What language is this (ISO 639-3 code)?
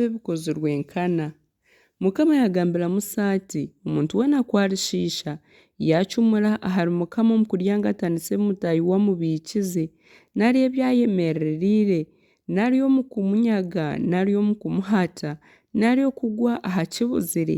nyn